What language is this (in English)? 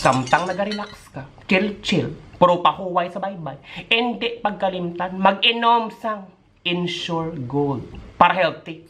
Hiligaynon